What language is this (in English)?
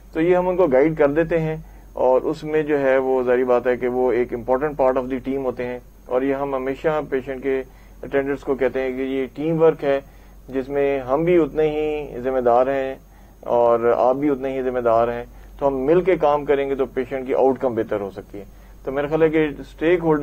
Urdu